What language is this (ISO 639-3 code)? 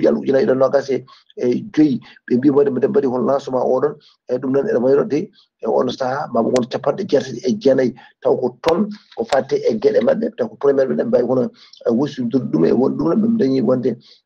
ful